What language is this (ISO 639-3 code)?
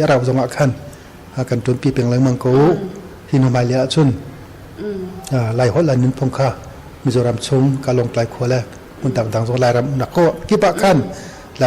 cnh